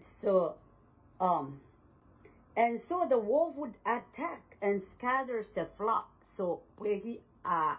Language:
Pohnpeian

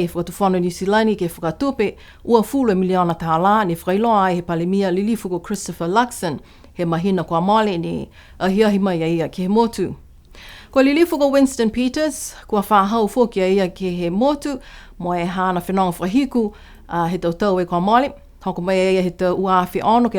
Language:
Niuean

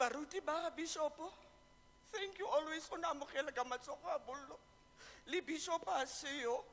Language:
Tswana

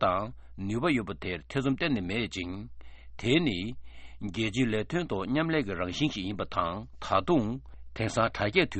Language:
Tibetan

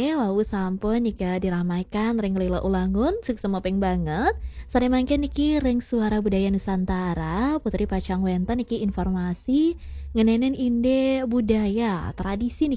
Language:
Balinese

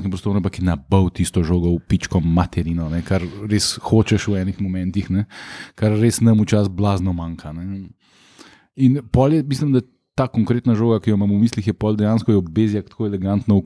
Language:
Slovenian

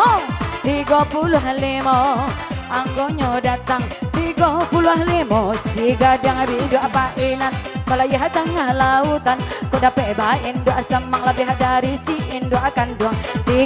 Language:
Minangkabau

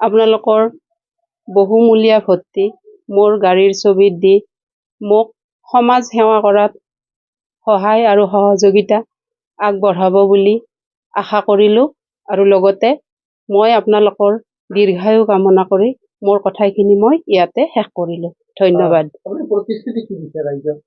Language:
Assamese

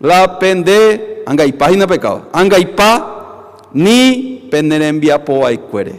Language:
Guarani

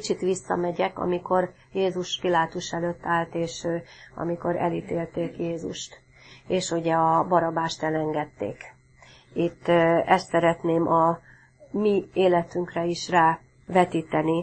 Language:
Hungarian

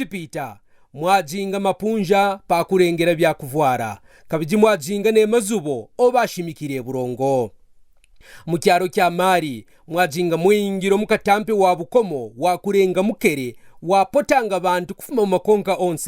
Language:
Kaonde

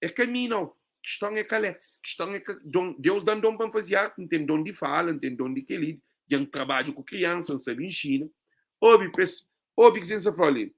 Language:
Kabuverdianu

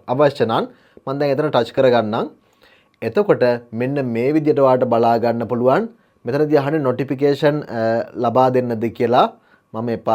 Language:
Sinhala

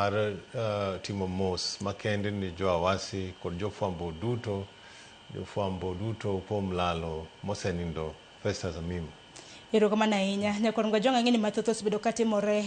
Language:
Luo (Kenya and Tanzania)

